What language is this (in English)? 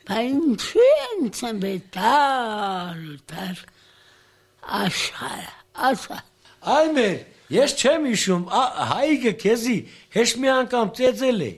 Armenian